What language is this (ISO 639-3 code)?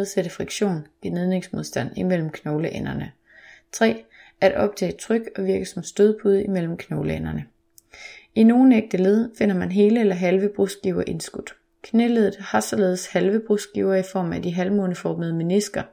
dan